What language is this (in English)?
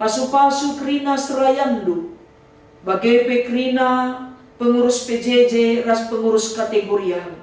Batak Karo